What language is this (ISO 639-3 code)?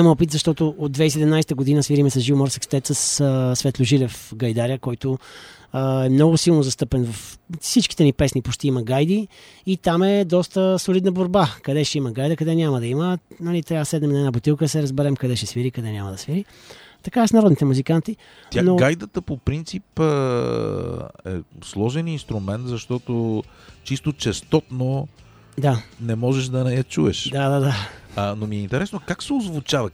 bul